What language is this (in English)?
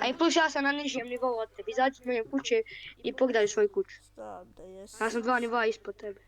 Bosnian